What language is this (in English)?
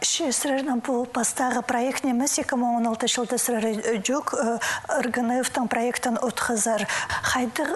Khakas